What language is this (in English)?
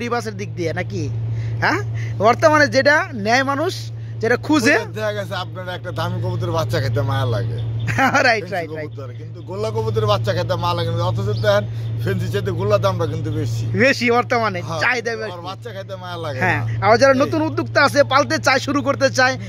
Bangla